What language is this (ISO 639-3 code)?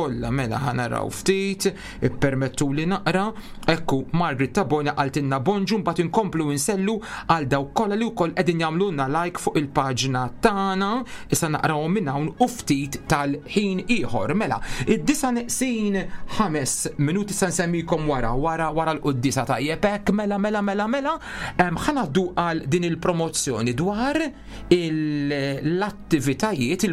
mlt